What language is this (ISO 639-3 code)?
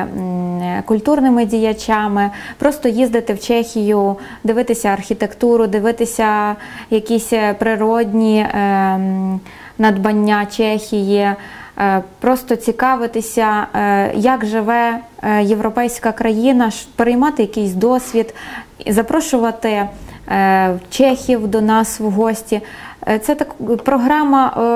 ukr